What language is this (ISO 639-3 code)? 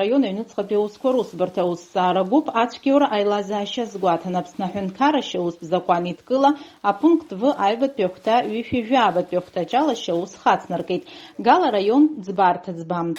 abk